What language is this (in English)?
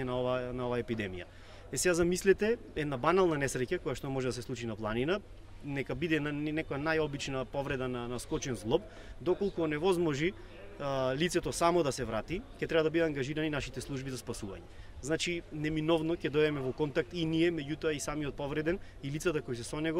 Macedonian